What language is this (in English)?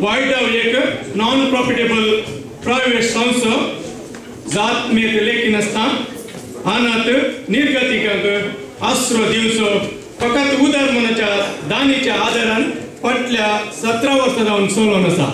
Konkani